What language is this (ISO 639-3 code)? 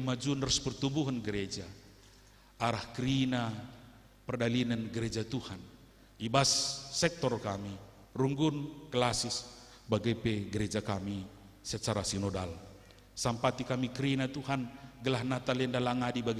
btx